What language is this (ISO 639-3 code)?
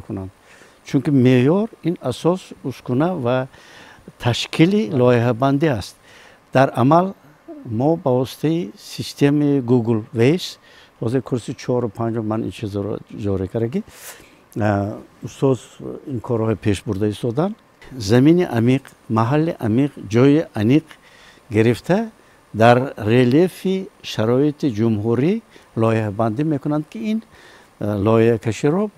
tgk